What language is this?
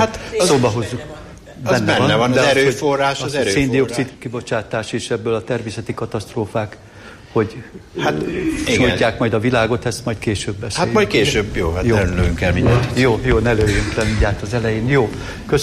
Hungarian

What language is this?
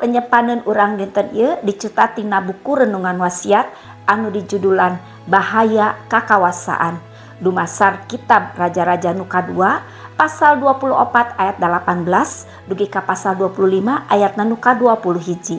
Sundanese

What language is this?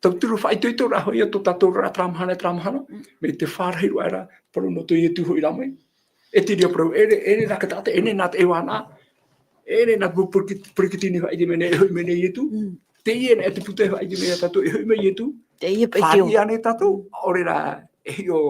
Tahitian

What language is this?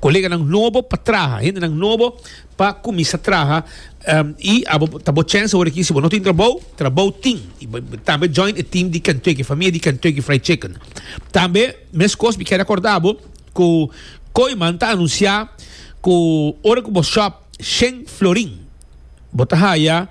Papiamento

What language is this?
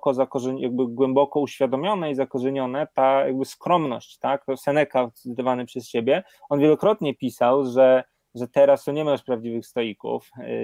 Polish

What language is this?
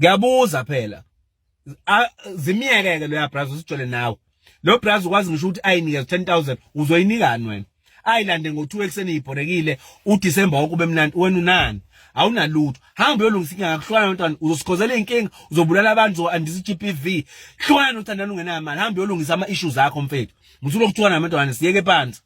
Zulu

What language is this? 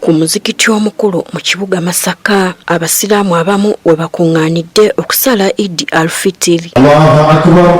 Ganda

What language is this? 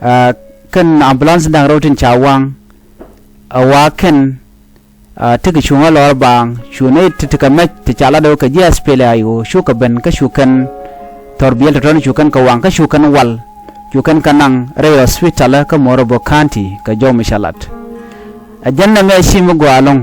Nuer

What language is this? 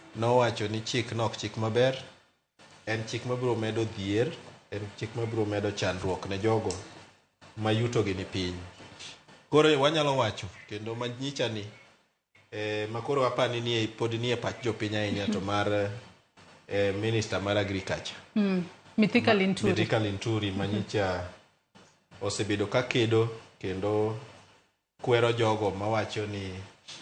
Luo (Kenya and Tanzania)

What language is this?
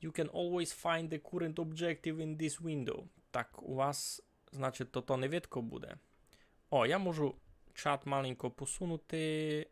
Rusyn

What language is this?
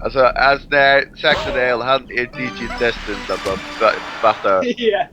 Faroese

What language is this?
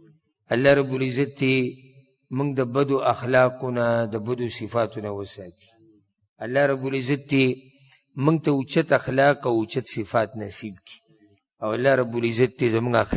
Pashto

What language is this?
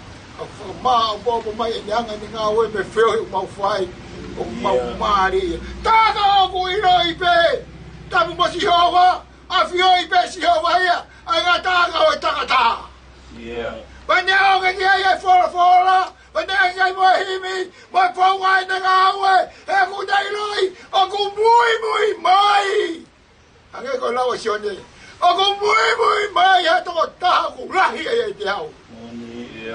Tongan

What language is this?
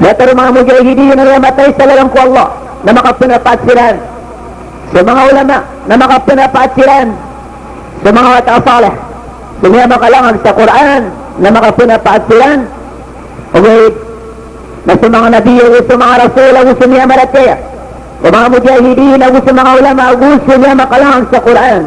Maranao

